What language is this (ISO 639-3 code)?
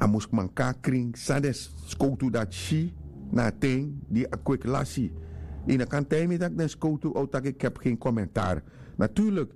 srn